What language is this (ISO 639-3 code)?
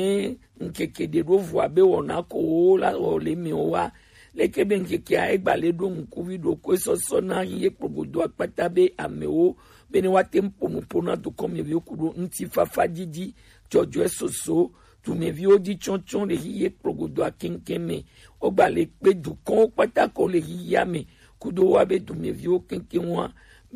gej